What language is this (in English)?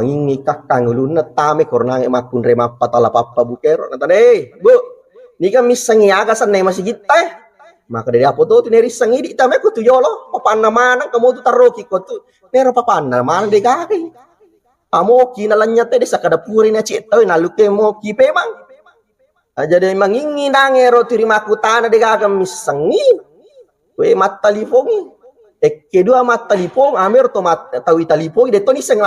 Buginese